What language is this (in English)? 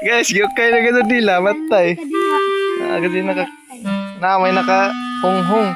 Cebuano